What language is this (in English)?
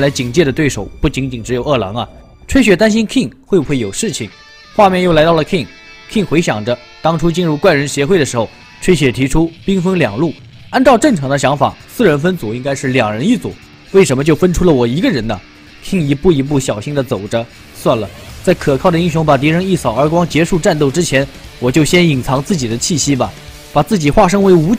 Chinese